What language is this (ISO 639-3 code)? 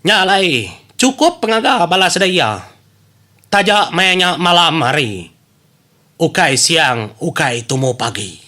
iba